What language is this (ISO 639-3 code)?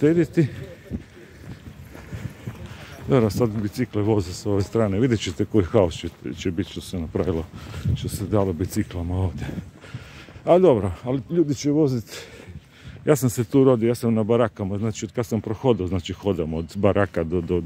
hrv